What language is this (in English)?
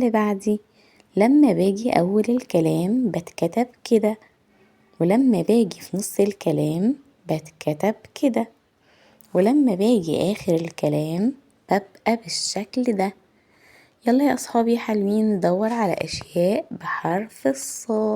Egyptian Arabic